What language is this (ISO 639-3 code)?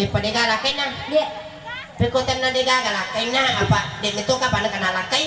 bug